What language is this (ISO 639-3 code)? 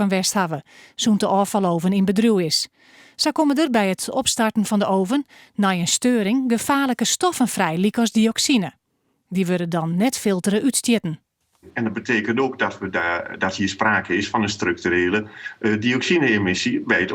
fry